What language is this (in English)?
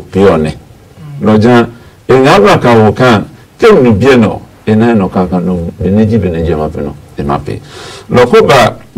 Adangme